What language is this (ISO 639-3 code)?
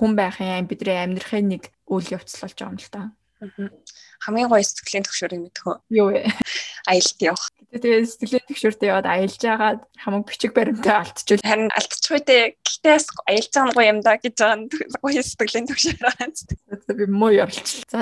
mon